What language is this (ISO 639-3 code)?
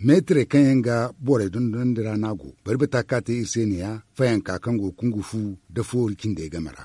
dje